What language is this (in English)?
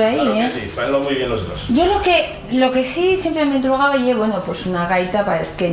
Asturian